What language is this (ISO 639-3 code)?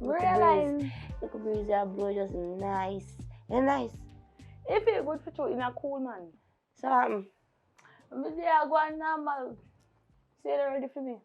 jam